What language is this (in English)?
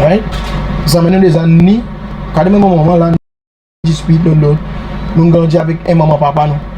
Seselwa Creole French